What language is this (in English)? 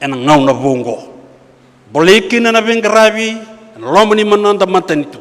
Fijian